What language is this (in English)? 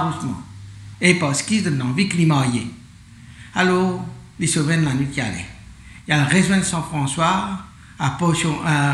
Morisyen